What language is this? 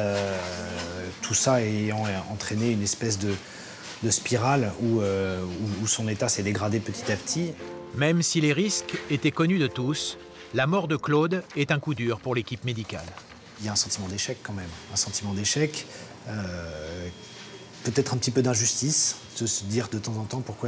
French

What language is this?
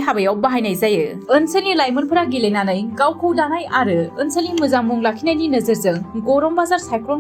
Bodo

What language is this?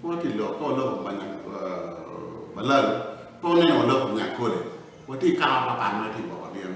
Acoli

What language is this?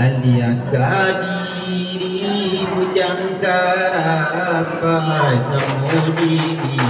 Minangkabau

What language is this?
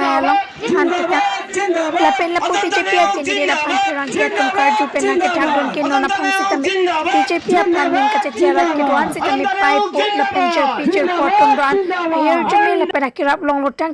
Karbi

